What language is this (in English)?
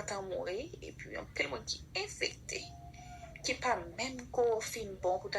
Haitian Creole